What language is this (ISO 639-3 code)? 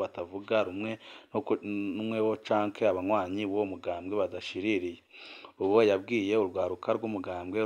run